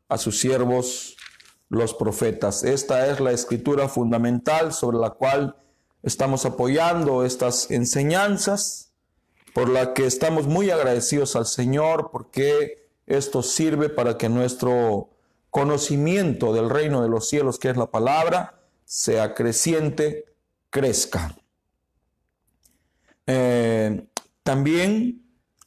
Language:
Spanish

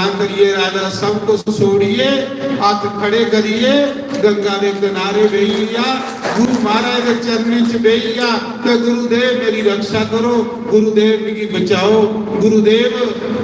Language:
Dogri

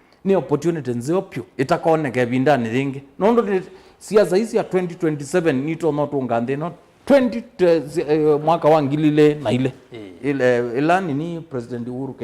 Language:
Kamba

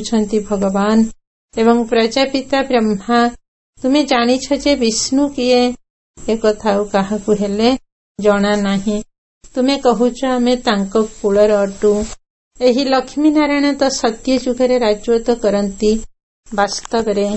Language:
Odia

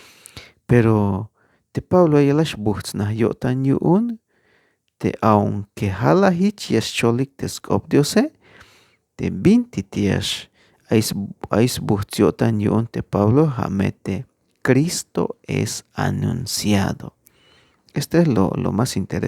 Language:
Tzeltal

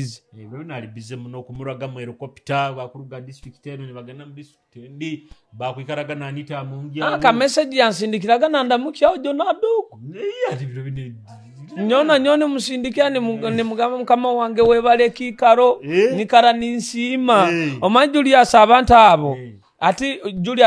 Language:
Nyoro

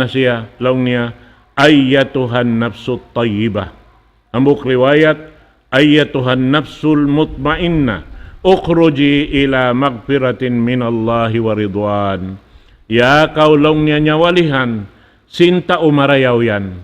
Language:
Tausug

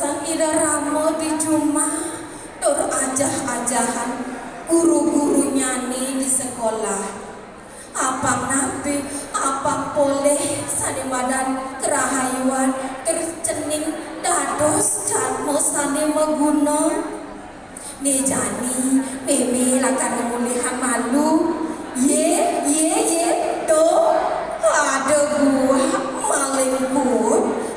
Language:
Balinese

